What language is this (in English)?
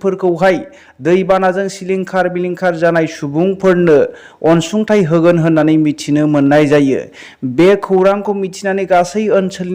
Bodo